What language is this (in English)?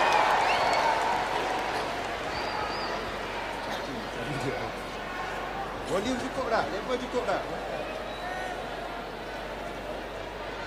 Malay